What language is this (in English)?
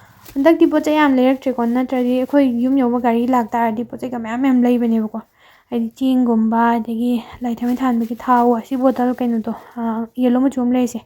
Manipuri